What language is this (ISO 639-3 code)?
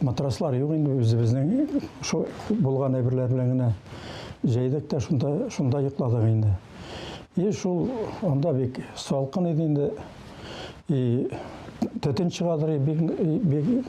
tat